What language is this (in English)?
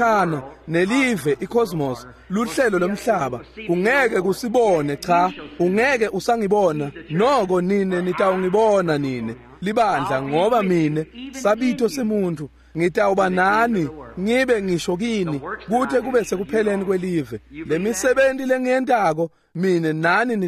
Swati